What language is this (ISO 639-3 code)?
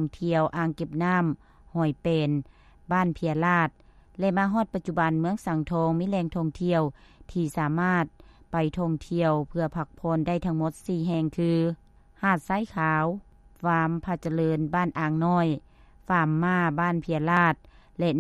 lao